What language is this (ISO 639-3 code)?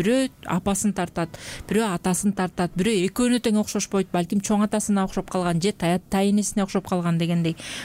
kir